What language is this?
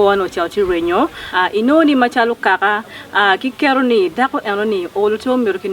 Acoli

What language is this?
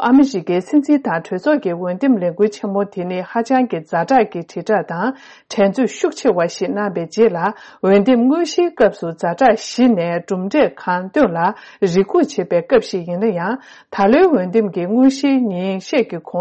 Tibetan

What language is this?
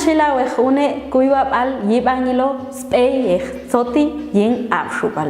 Popti'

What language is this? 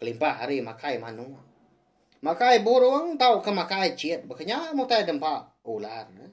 Iban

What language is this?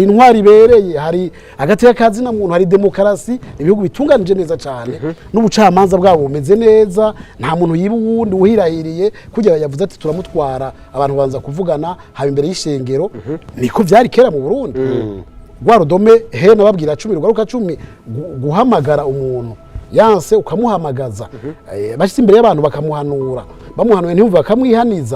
Rundi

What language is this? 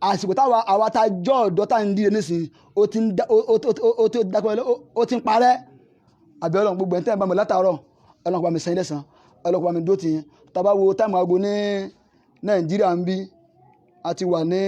Yoruba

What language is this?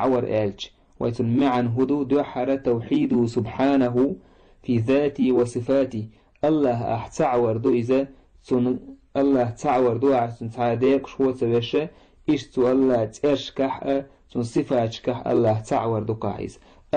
Chechen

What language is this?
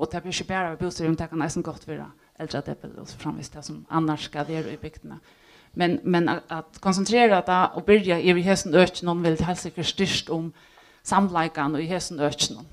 Faroese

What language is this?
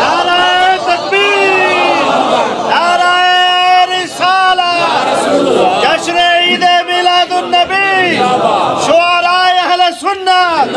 Saraiki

